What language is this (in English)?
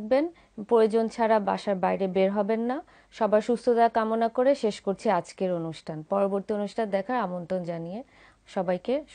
Bangla